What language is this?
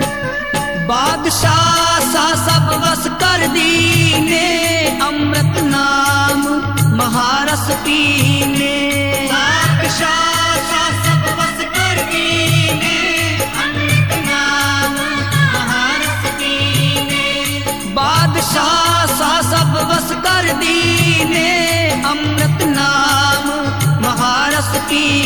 Punjabi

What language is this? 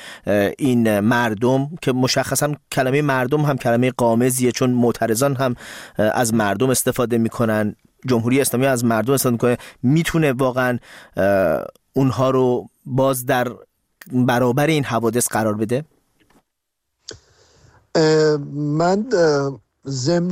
Persian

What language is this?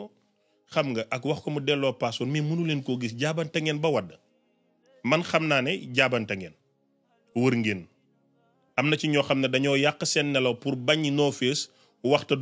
Wolof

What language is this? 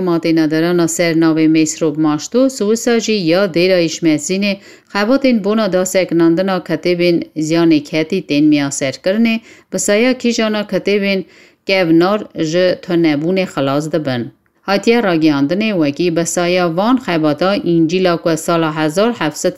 Kurdish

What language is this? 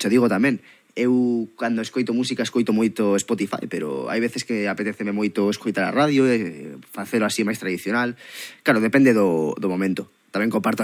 Galician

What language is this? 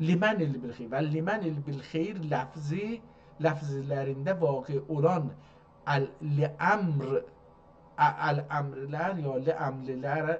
South Azerbaijani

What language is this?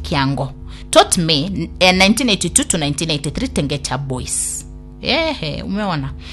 Gusii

